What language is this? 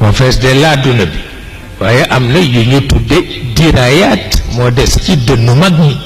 Wolof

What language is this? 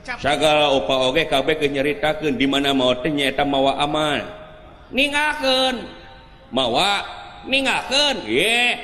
Sundanese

